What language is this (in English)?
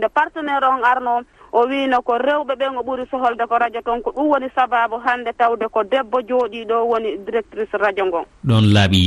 Fula